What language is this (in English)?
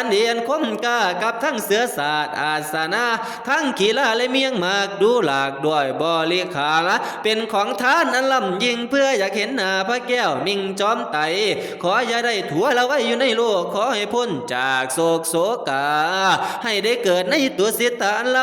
Northeastern Thai